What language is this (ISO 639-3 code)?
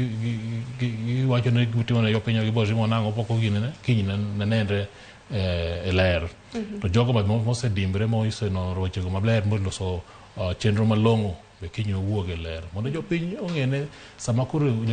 luo